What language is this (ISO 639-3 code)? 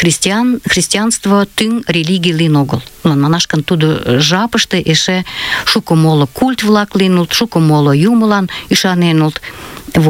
chm